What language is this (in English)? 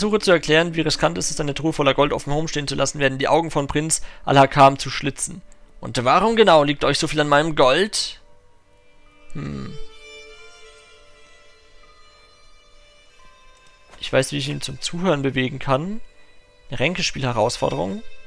German